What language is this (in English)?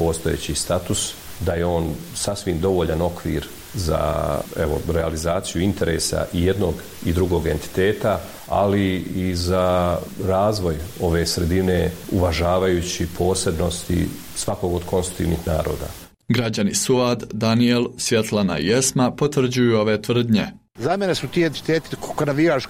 Bosnian